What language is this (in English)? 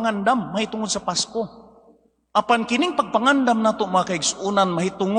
Cebuano